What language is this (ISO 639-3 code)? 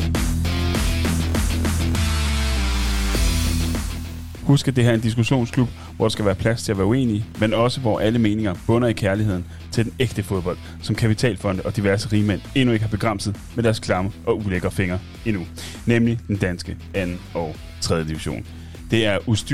dan